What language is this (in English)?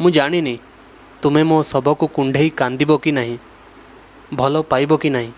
Odia